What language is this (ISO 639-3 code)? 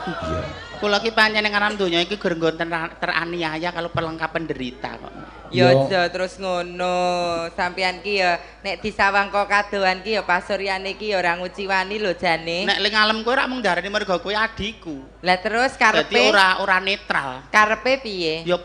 jav